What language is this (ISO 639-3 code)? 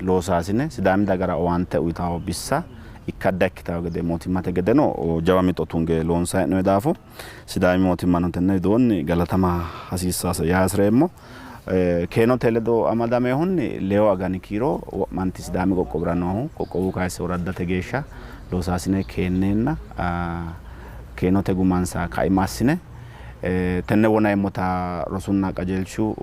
sid